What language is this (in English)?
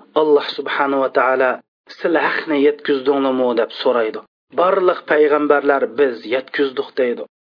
Uyghur